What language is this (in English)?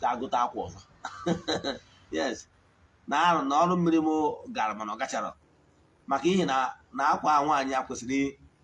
Igbo